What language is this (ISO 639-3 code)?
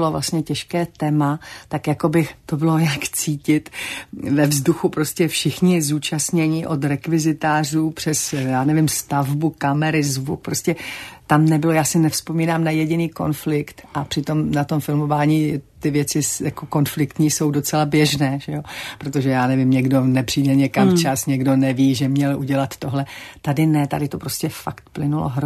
ces